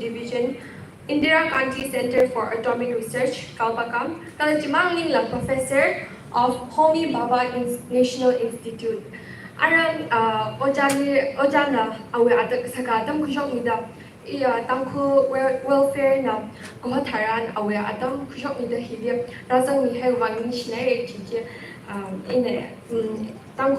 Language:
Tangkhul Naga (India)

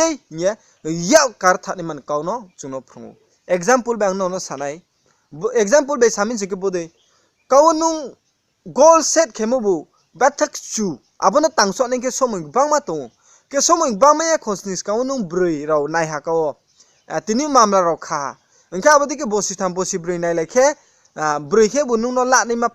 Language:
Riang (India)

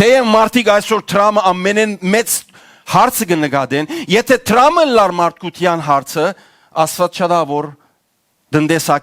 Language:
Western Armenian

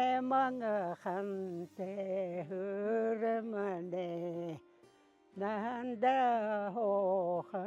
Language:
Buriat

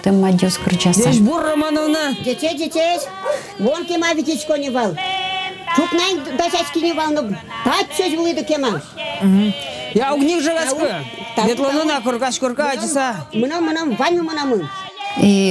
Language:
Udmurt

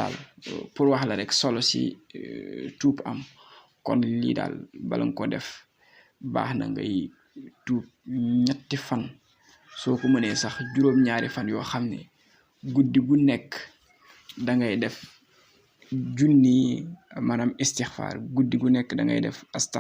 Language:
Wolof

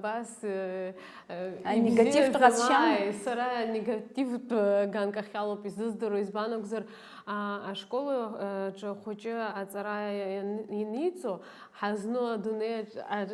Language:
Abkhazian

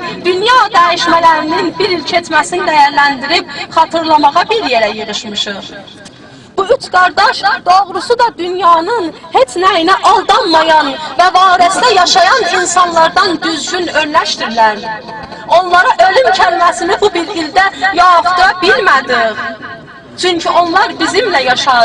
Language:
South Azerbaijani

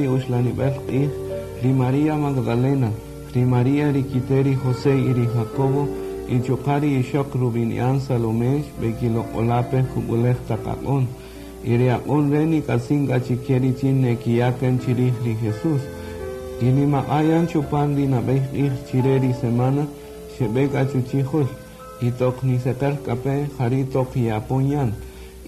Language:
Kaqchikel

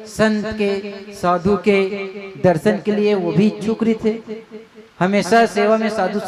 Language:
Chhattisgarhi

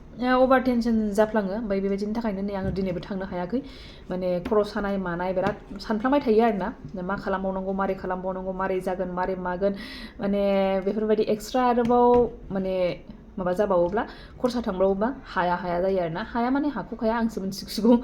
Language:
Bodo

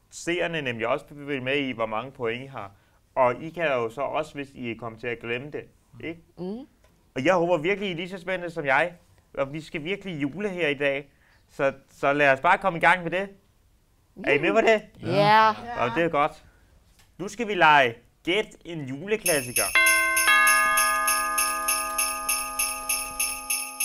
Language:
Danish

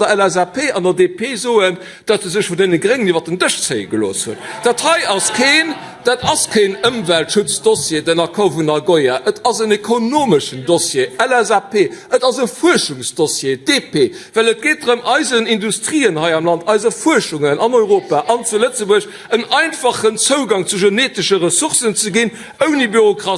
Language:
Luxembourgish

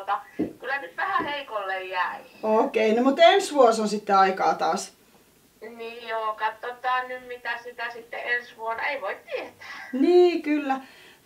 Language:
Finnish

